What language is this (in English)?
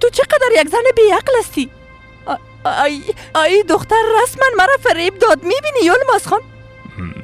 Persian